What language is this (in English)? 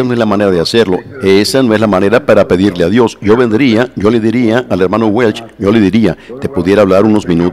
Spanish